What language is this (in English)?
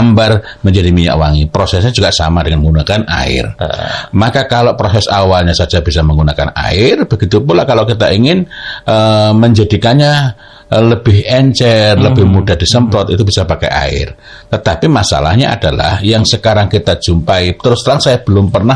Indonesian